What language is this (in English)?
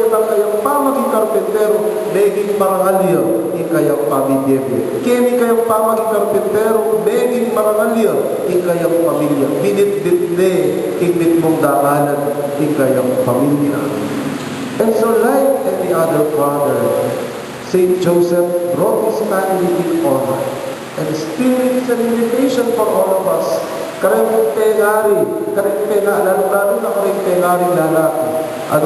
Pampanga